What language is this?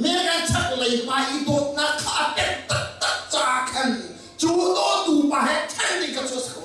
Hakha Chin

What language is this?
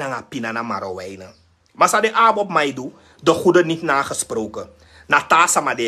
Sranan Tongo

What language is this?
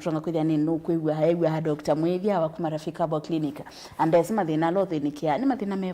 Kamba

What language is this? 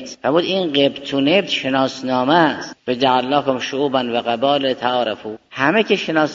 Persian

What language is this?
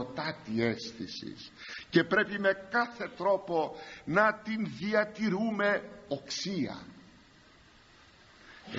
Greek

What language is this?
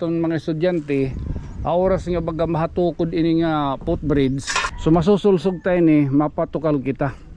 Waray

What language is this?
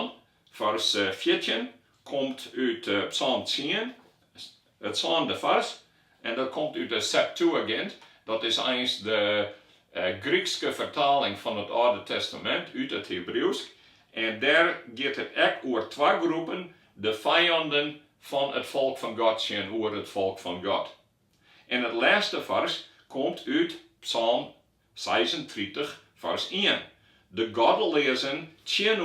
Western Frisian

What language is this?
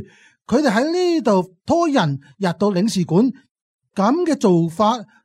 Cantonese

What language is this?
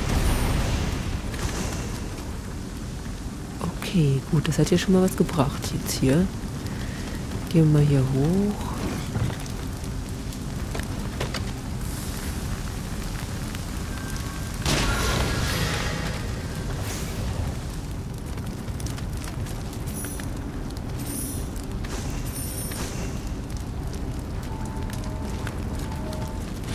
German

